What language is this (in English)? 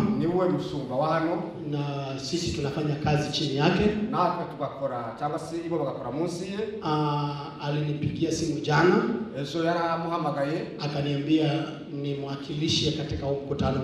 Swahili